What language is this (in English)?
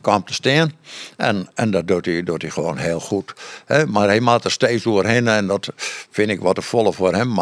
Western Frisian